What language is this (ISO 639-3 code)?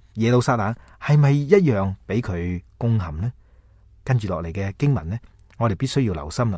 yue